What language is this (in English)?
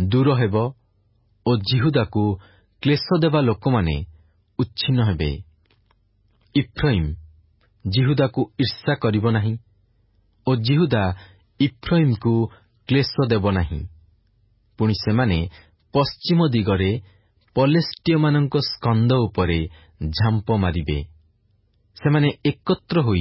Odia